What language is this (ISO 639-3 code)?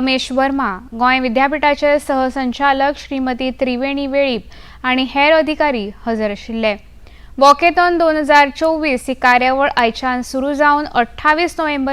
kok